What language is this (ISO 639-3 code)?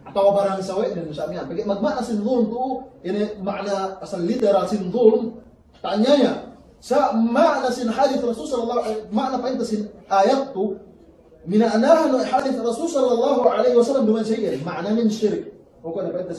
yka